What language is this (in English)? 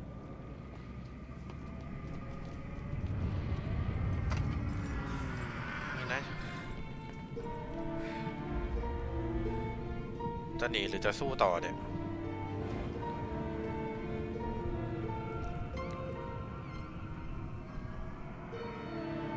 Thai